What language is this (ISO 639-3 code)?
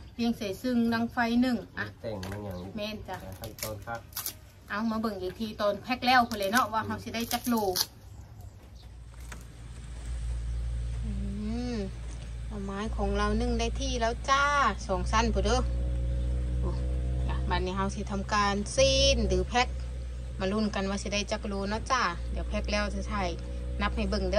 tts